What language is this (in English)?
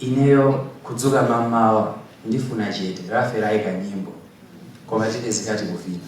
Nyanja